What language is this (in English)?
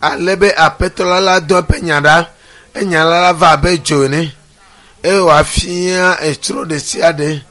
Ewe